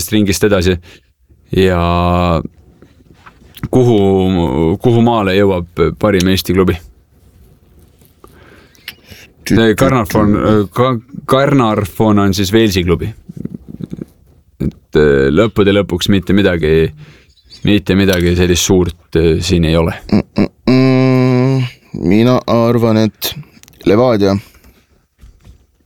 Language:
Estonian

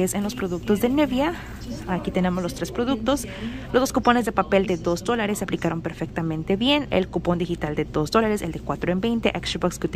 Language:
Spanish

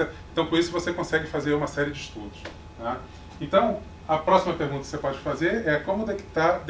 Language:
Portuguese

